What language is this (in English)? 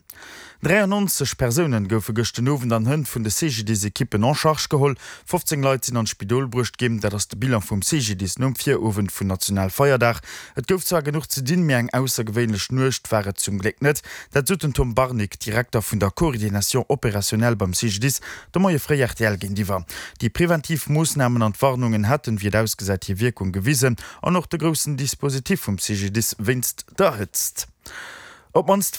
Luxembourgish